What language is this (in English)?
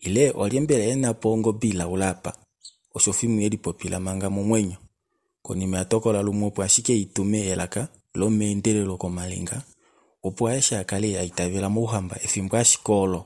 Kuanyama